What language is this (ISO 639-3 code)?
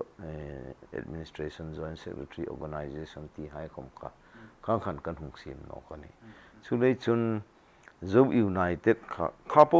hmr